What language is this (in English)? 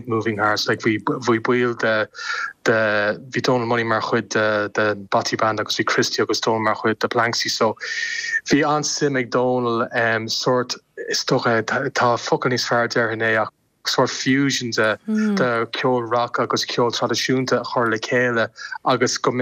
Irish